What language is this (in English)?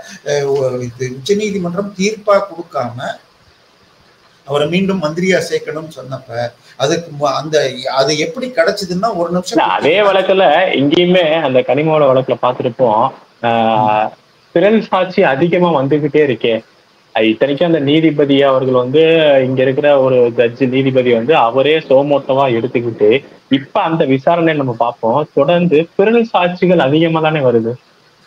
Tamil